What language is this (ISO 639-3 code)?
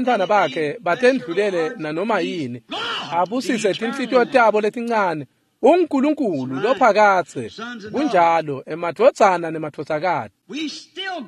ssw